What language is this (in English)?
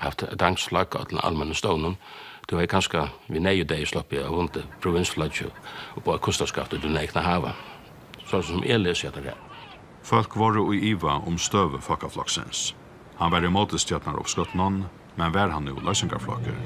Faroese